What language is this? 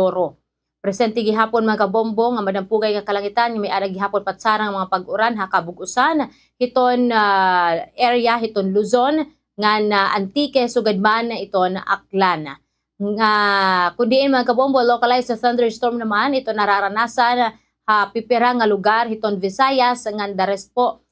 Waray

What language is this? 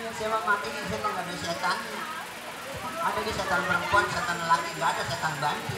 Betawi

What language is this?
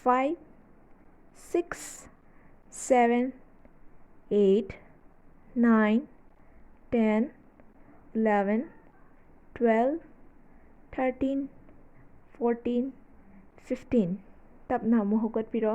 Manipuri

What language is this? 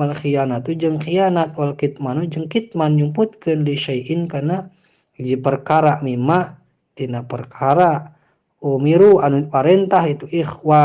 Sundanese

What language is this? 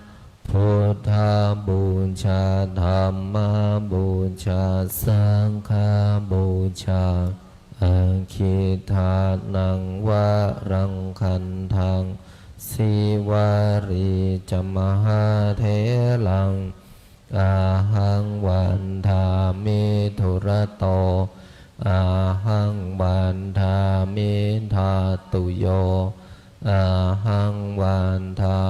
Pali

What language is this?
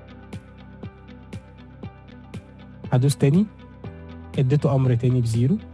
Egyptian Arabic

